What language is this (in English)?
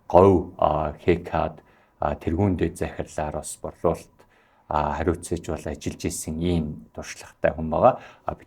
Mongolian